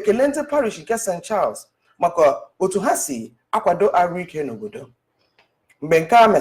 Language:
Igbo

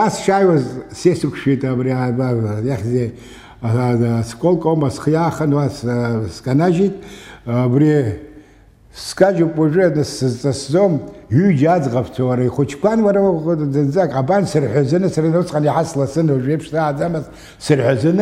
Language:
Abkhazian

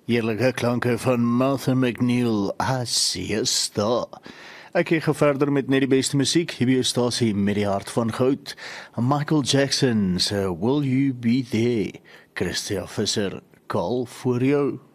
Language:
Afrikaans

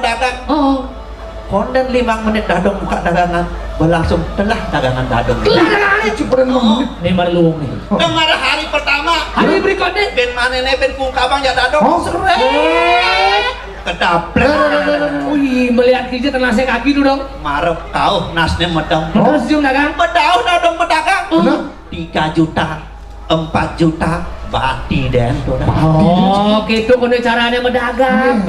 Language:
Balinese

